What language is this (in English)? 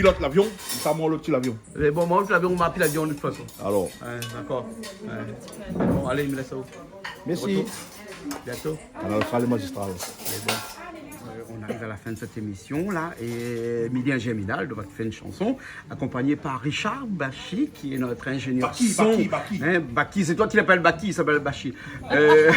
Réunion Creole French